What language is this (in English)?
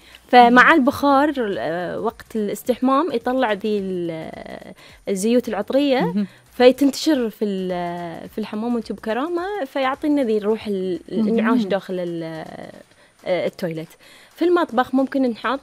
Gulf Arabic